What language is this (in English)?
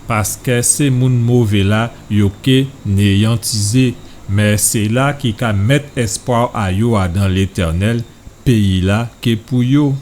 Guadeloupean Creole French